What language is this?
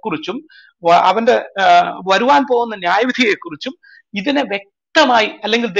Malayalam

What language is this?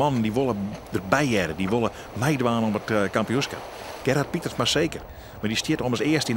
Western Frisian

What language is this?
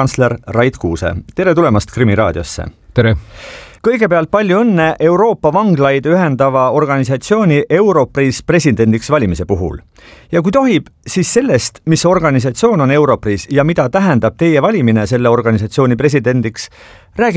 Estonian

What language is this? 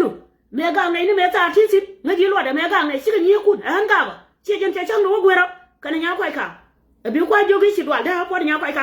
Nuer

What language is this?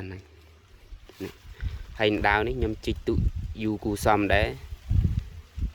Khmer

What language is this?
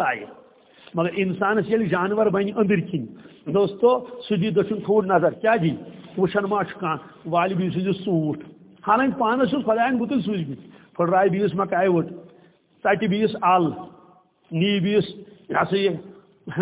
Kashmiri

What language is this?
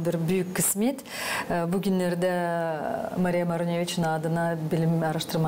Gagauz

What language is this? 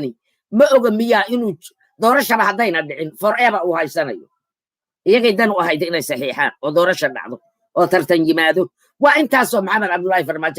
Somali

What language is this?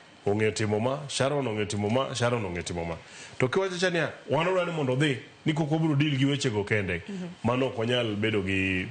Luo (Kenya and Tanzania)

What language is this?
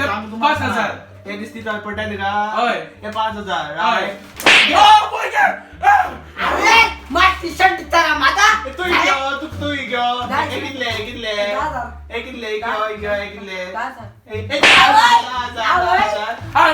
Konkani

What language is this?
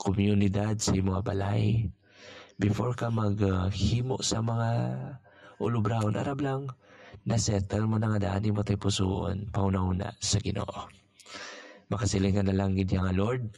Hiligaynon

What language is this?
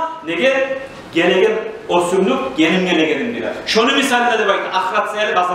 Kumyk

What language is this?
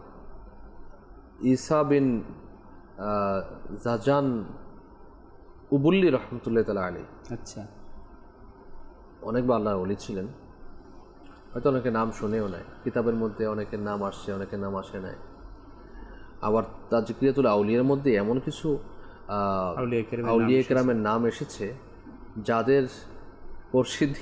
Bangla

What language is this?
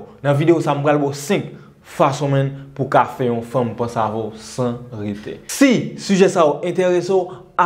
Haitian Creole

